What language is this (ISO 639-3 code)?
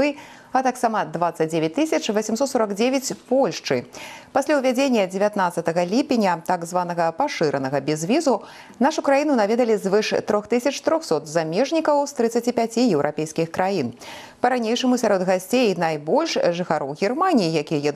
bel